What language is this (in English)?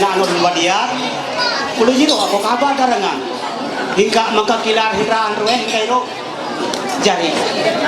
Ma'anyan